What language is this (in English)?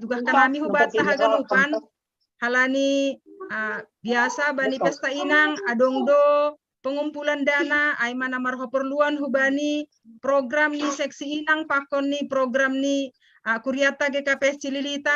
Batak Simalungun